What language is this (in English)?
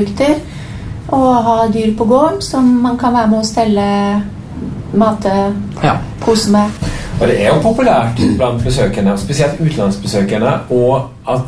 Norwegian